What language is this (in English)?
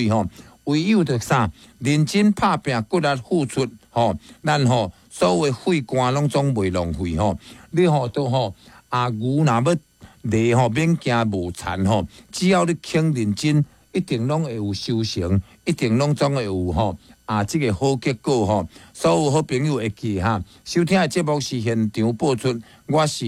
Min Nan Chinese